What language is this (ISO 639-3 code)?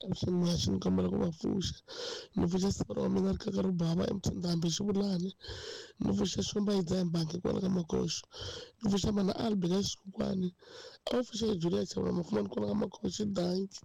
tso